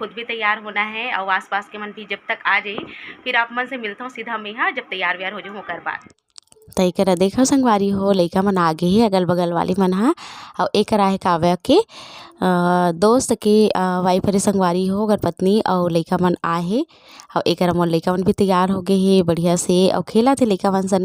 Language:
Chhattisgarhi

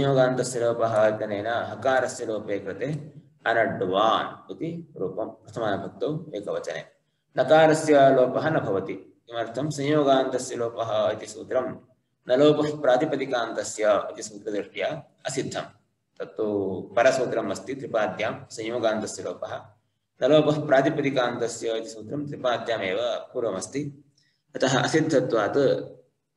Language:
Sanskrit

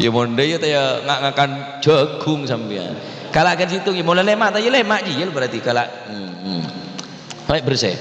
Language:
Madurese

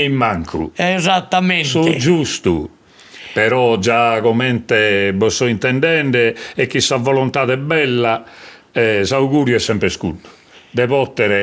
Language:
Sardinian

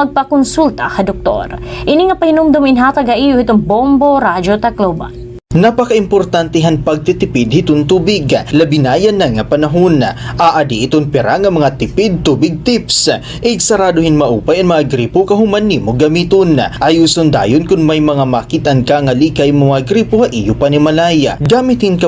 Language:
Waray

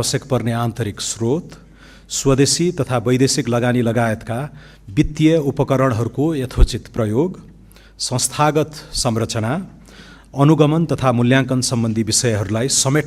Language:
Nepali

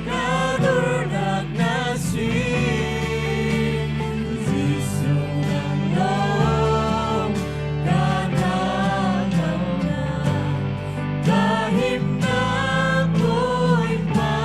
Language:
Hakha Chin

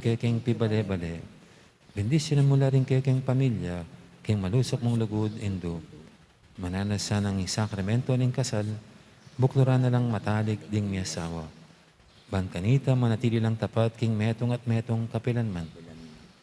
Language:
Pampanga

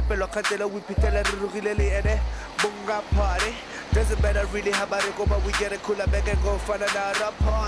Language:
Tswana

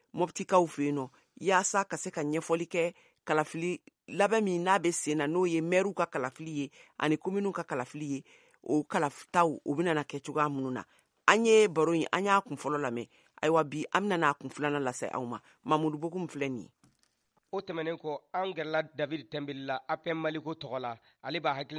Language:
Bambara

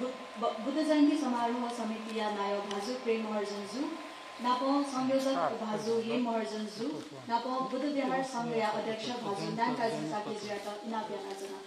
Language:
Newari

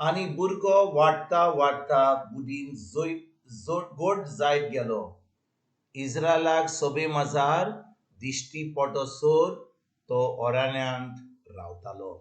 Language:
Konkani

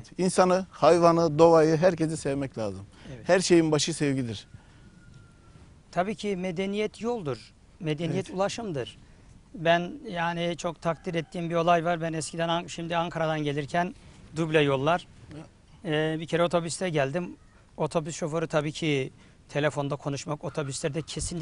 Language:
Turkish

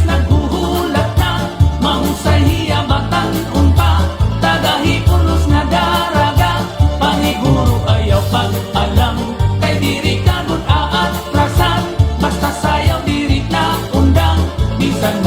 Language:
Waray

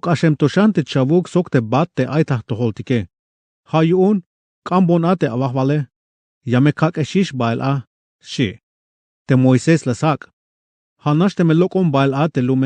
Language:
Tzeltal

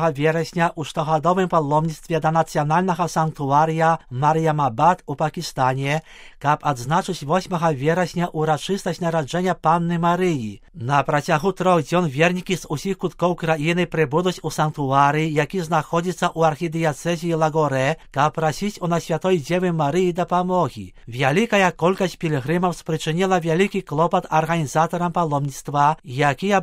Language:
Belarusian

